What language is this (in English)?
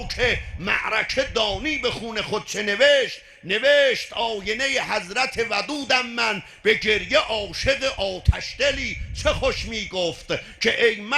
South Azerbaijani